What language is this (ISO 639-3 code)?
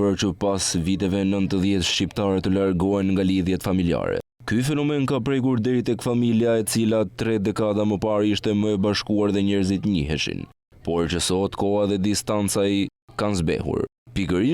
sqi